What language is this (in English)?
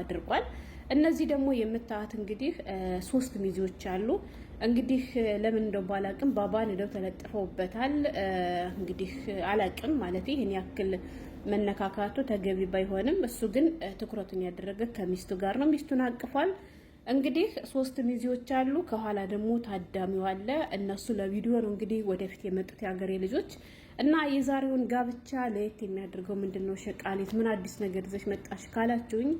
Amharic